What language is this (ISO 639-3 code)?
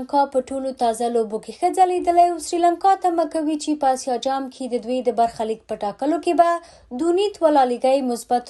pus